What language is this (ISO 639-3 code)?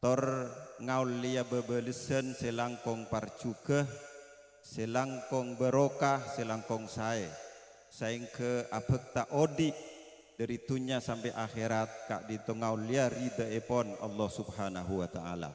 mad